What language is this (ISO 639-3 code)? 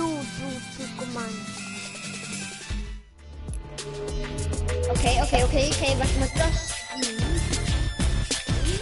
isl